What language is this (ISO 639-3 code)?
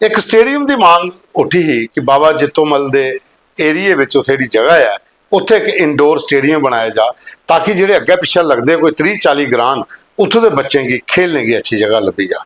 doi